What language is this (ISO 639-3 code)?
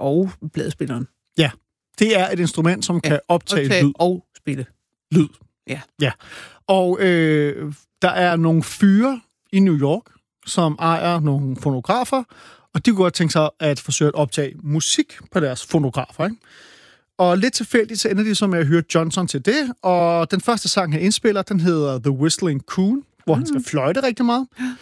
dan